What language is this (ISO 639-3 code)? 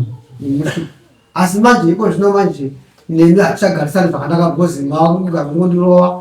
sna